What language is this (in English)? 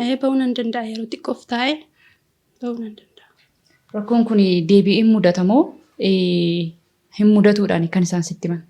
Oromo